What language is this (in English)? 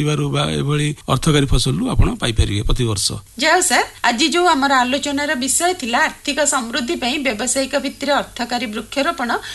Odia